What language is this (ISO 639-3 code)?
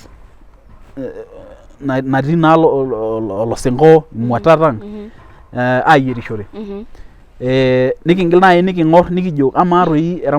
mas